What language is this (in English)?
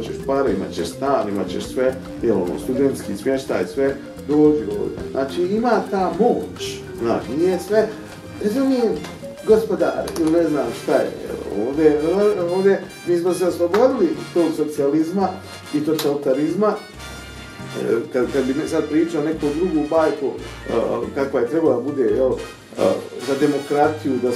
Bosnian